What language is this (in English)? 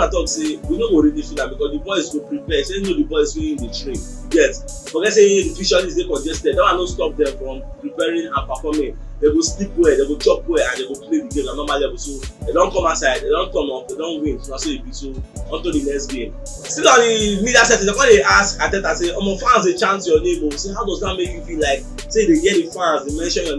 Nigerian Pidgin